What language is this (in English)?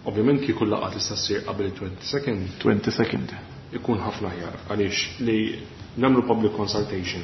Maltese